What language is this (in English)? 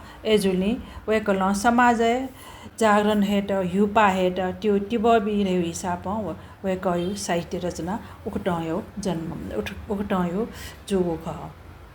Newari